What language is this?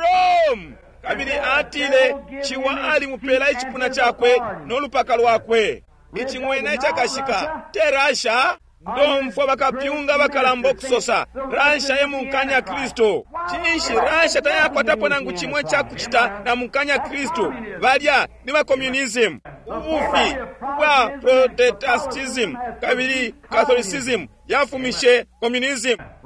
Bemba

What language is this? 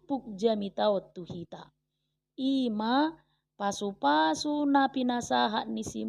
Batak Toba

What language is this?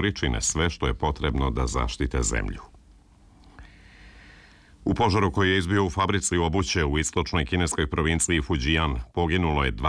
Serbian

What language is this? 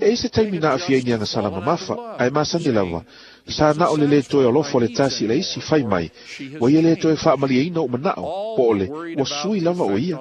Samoan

